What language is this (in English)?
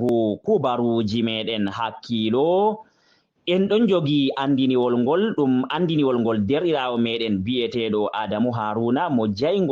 Fula